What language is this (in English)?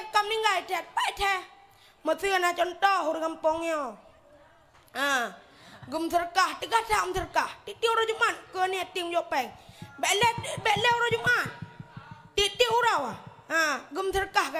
Achinese